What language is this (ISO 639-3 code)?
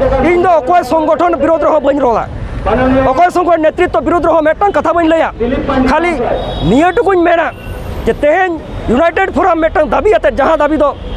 sat